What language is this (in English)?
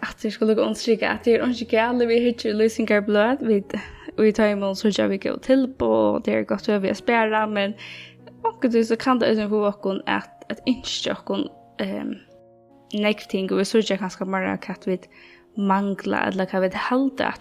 Faroese